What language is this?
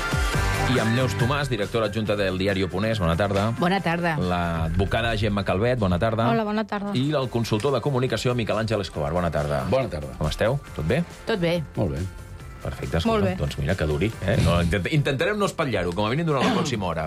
Catalan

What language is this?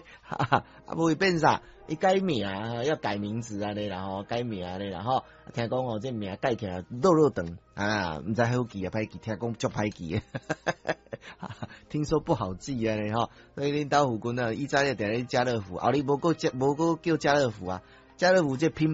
Min Nan Chinese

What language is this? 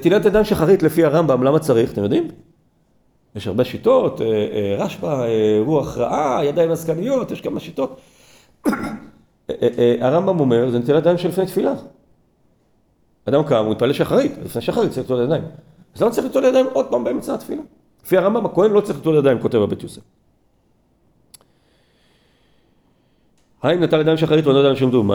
Hebrew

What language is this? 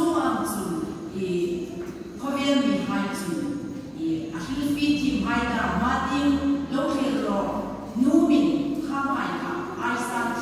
Hmar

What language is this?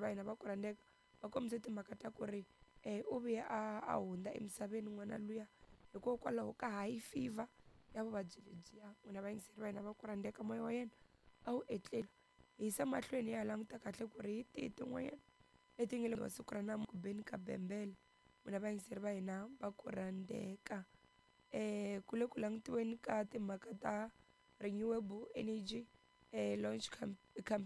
Tsonga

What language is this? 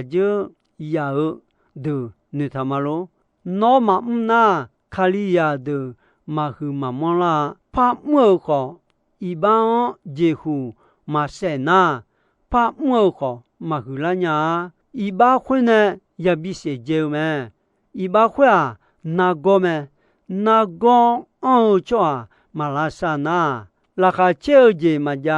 Akha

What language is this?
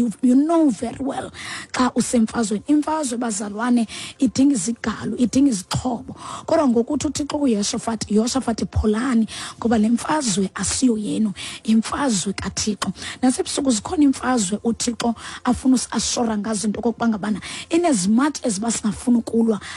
Xhosa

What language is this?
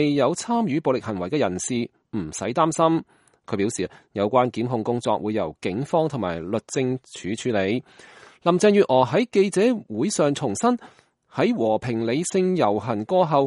Cantonese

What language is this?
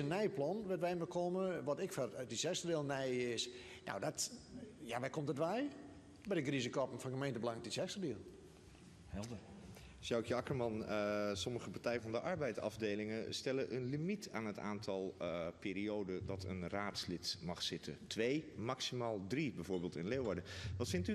Western Frisian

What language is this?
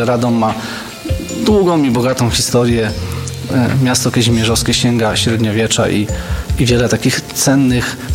Polish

